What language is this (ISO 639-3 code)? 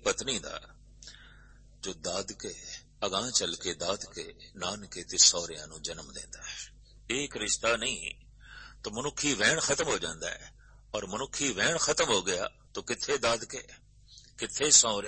pan